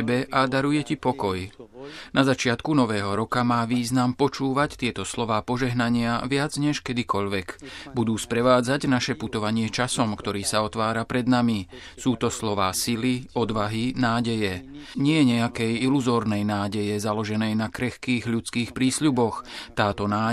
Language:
Slovak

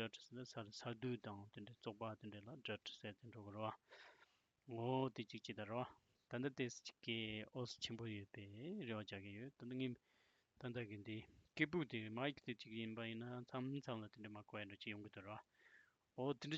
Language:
Tibetan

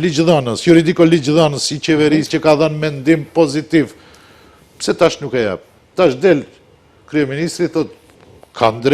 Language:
Albanian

